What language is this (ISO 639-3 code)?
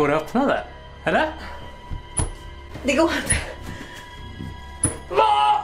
swe